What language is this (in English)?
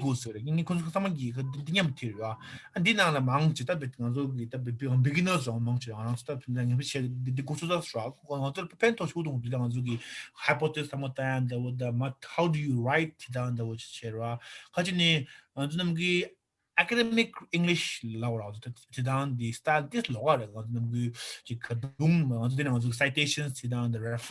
Tibetan